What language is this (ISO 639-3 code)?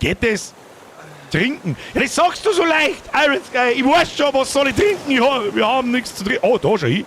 bar